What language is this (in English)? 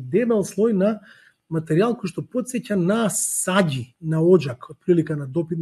Macedonian